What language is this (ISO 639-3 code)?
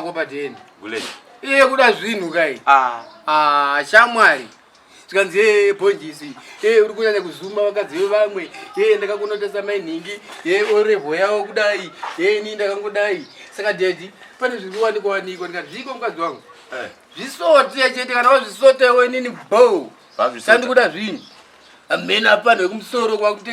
sna